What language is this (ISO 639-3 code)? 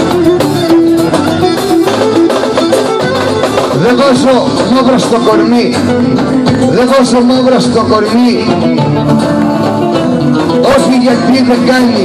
ell